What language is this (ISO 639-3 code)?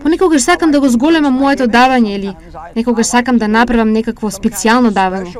mkd